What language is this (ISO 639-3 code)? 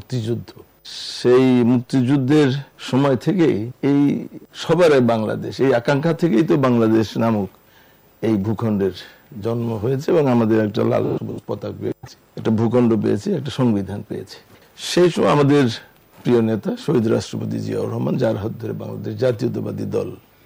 ben